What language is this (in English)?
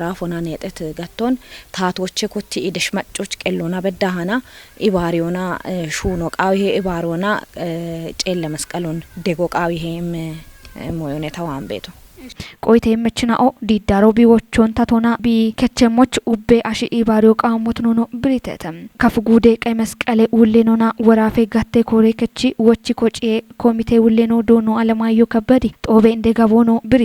Kafa